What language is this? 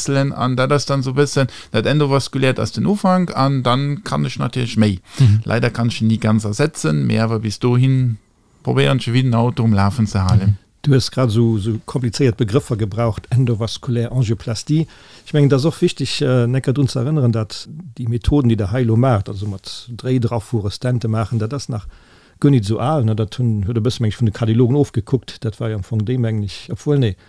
Luxembourgish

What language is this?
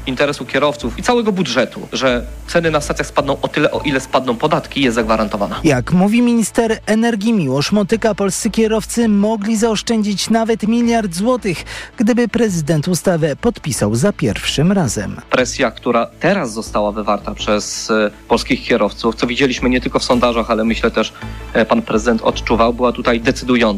Polish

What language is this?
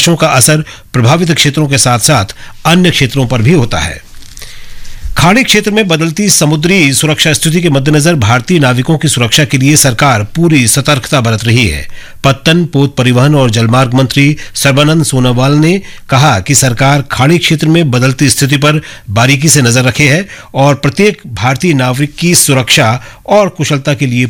Hindi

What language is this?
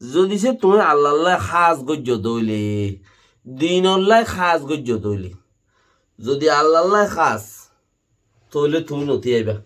Rohingya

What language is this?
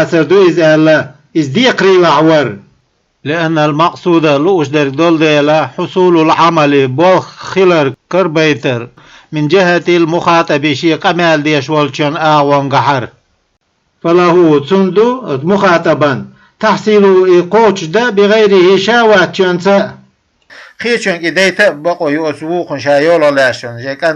Chechen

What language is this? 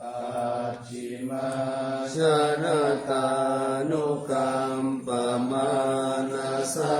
Pali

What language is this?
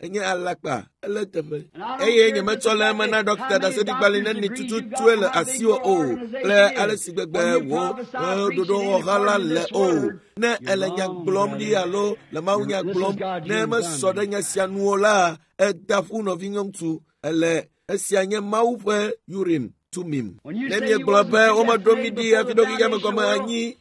Ewe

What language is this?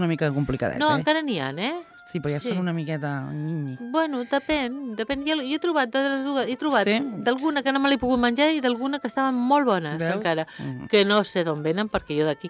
Catalan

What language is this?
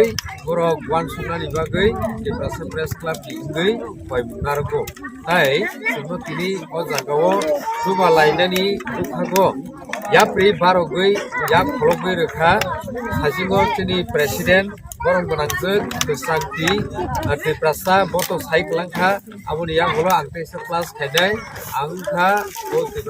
Kok Borok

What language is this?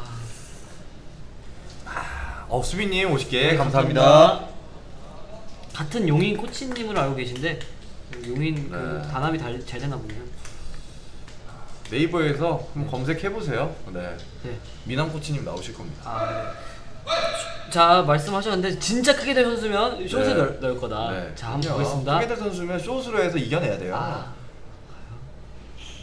Korean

